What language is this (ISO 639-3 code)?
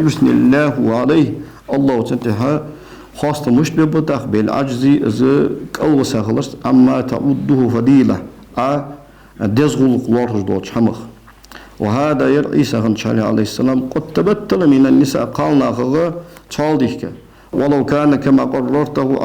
inh